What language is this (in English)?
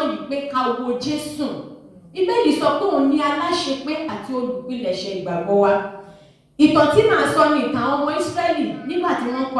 Yoruba